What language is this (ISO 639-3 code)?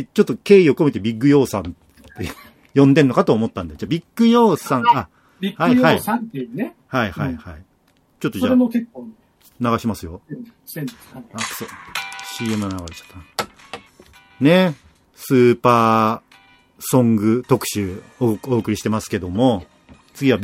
jpn